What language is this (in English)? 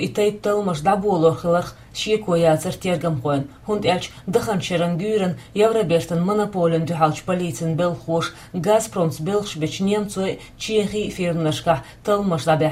Chechen